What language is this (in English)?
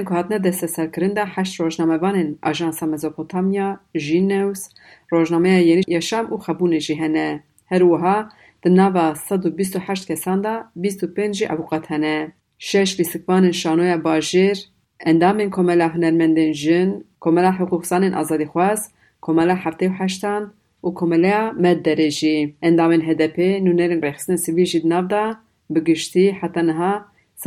Kurdish